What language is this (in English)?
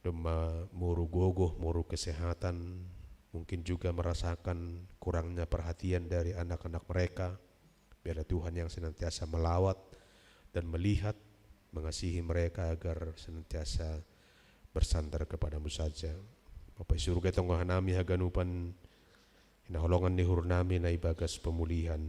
Batak Simalungun